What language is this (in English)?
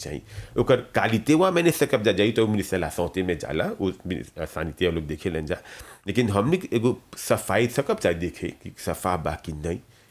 Bhojpuri